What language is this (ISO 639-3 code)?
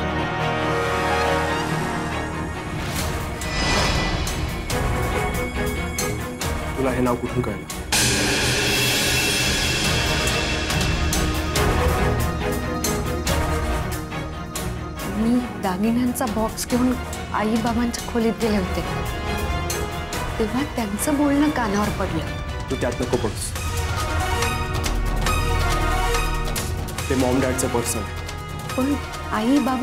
mar